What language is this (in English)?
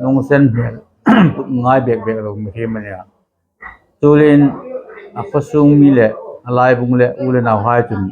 Hmar